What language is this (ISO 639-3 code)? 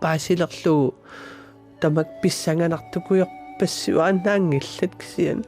kal